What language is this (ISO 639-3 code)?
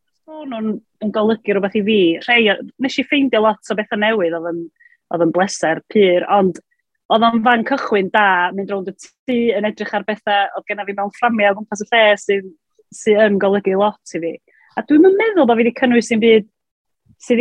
cym